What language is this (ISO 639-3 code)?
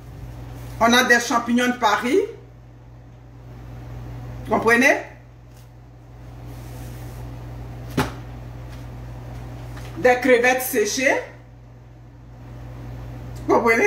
fra